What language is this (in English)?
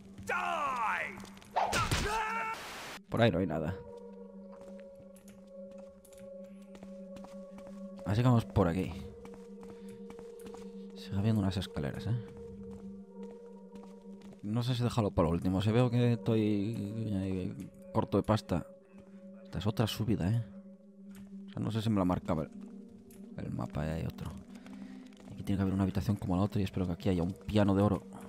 Spanish